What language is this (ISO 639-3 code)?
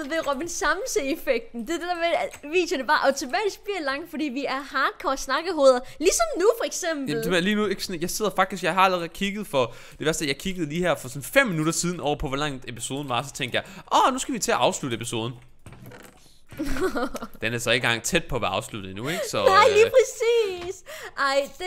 dan